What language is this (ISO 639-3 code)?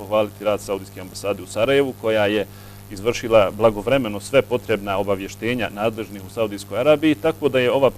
bos